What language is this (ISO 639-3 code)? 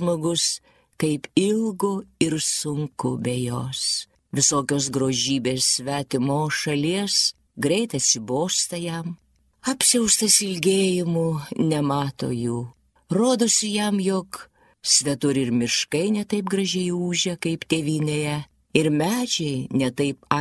lit